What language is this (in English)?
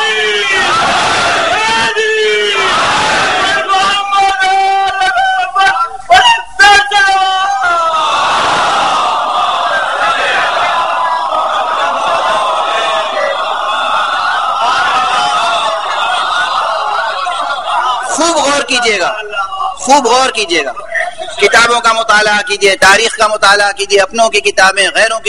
Urdu